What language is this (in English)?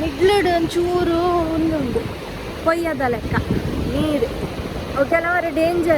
Tulu